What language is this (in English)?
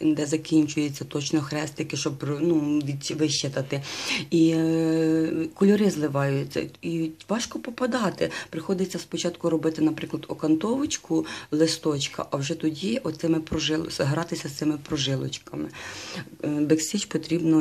Ukrainian